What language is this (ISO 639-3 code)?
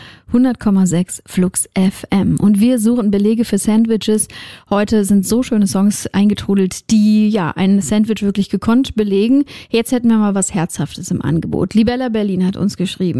deu